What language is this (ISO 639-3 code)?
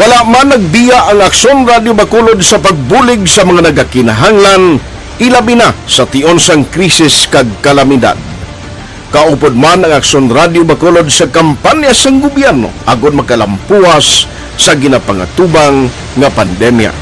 hil